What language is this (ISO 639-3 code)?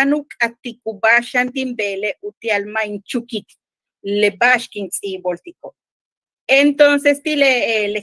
yua